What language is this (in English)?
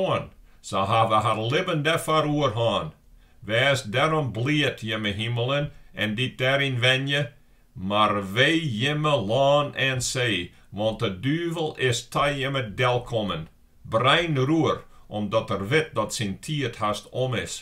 Western Frisian